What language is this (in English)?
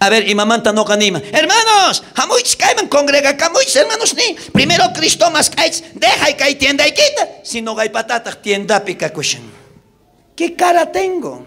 South Bolivian Quechua